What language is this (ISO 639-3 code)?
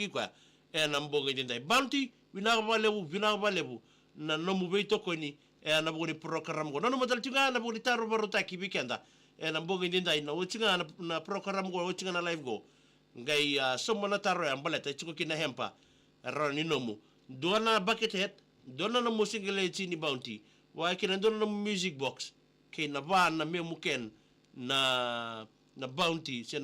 fij